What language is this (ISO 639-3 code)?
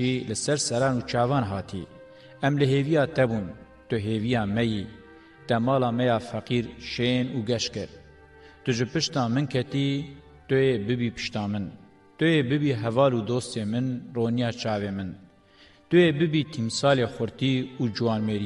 kur